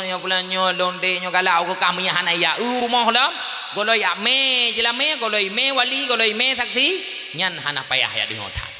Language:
Achinese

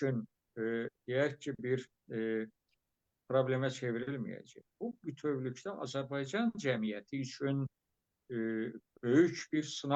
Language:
Azerbaijani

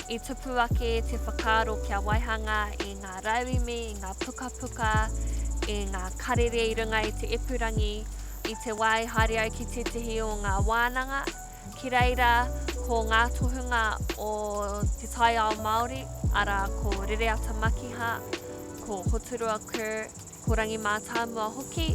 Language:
Māori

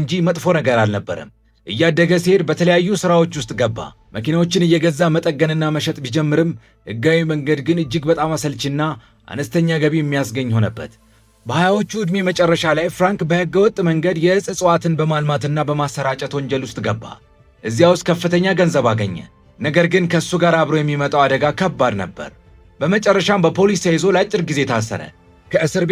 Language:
Amharic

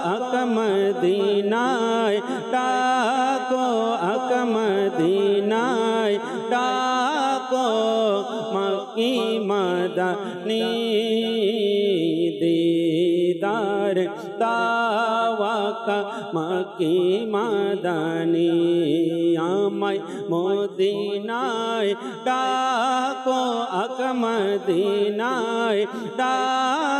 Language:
Bangla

